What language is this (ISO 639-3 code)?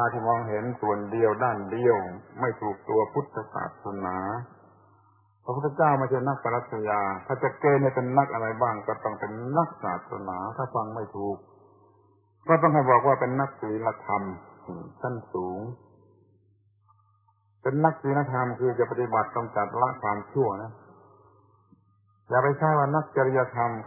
tha